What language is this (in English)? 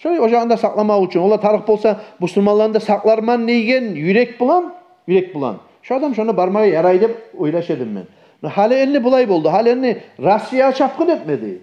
Kumyk